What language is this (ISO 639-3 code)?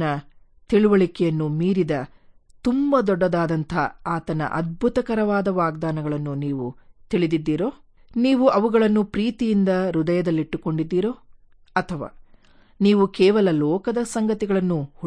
kan